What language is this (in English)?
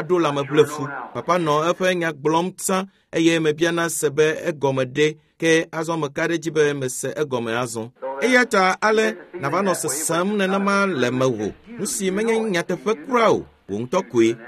Ewe